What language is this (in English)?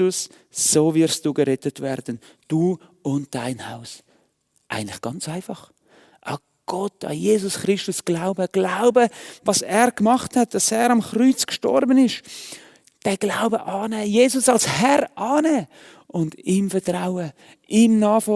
Swiss German